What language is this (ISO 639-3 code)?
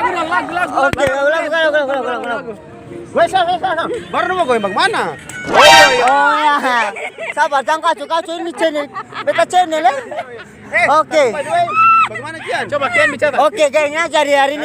abs